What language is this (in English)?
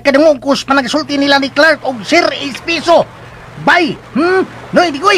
Cebuano